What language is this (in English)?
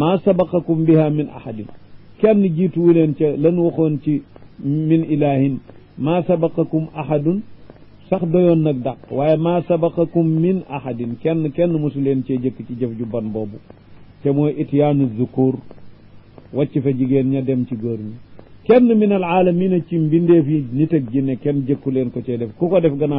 Wolof